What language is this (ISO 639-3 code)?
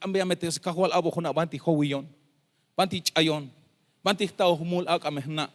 tzh